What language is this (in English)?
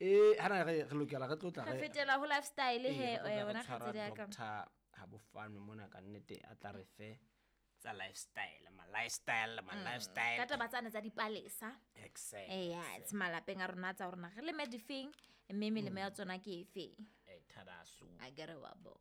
Southern Sotho